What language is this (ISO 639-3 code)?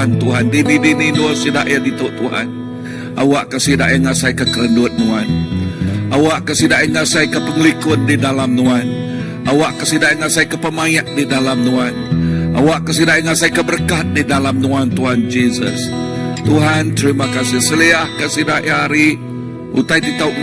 iba